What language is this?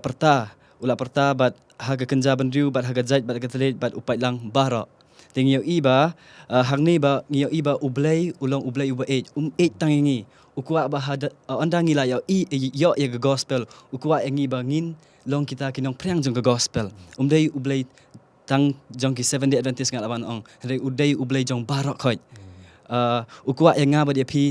Khasi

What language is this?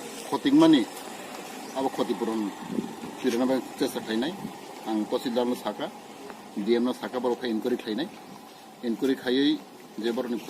Kok Borok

